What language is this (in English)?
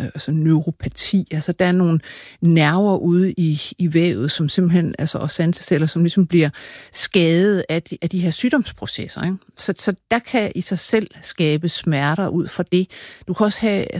Danish